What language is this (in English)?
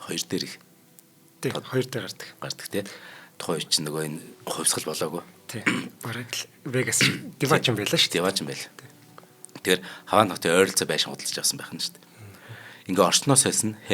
Mongolian